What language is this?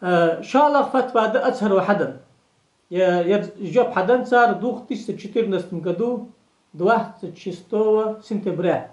Ingush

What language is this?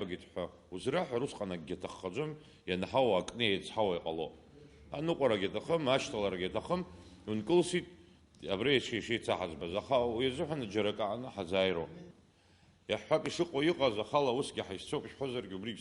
Abkhazian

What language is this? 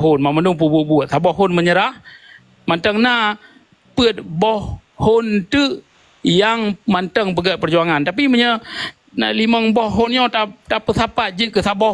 Achinese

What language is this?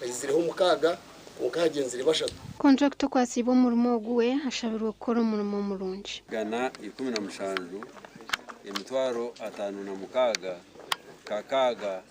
Nyankole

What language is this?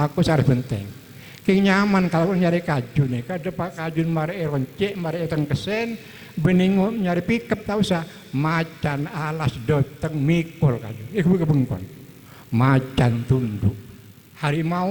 Madurese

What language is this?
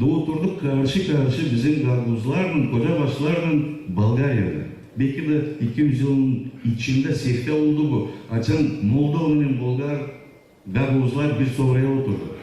Gagauz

